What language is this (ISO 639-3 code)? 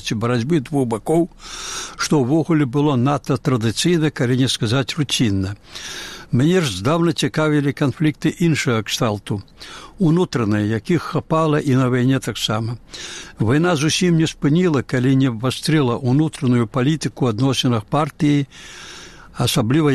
bel